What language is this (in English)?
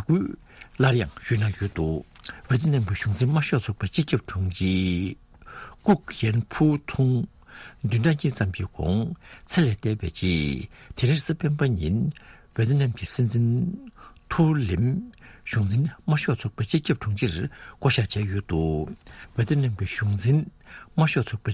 Tibetan